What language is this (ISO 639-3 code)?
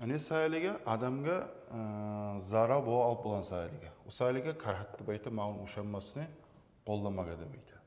kum